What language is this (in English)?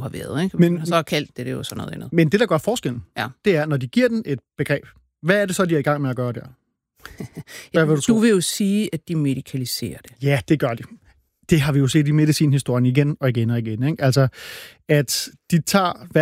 Danish